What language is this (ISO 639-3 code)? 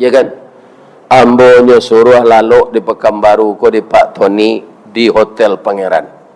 min